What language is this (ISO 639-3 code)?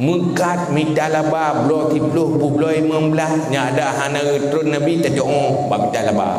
ace